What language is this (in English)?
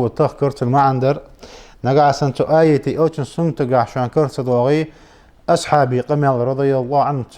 Ingush